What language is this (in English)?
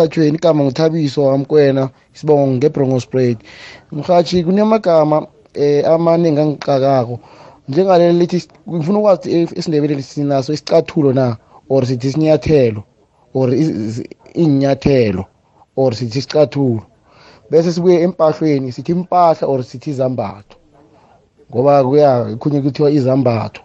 South Ndebele